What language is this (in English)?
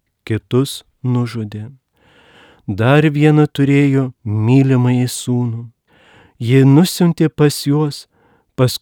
Lithuanian